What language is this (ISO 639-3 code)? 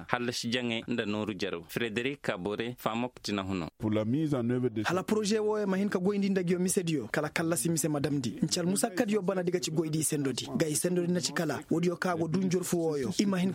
ses